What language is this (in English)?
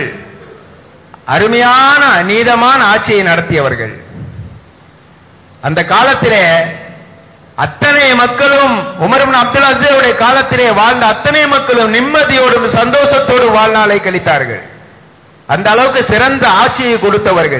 Tamil